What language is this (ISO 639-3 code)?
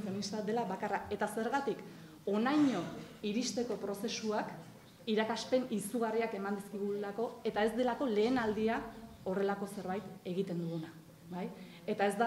eus